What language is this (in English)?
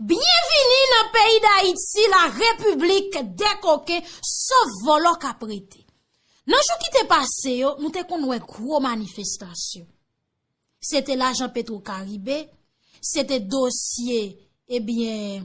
Haitian Creole